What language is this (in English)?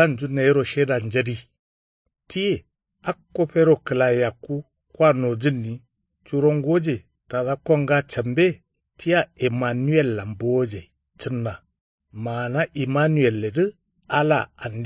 Kanuri